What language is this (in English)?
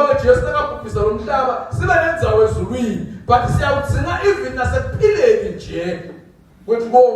Swati